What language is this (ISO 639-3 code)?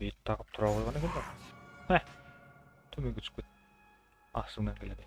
kaa